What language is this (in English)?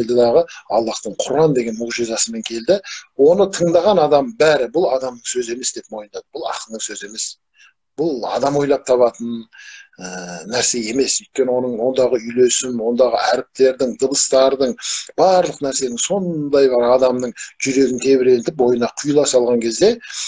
Kazakh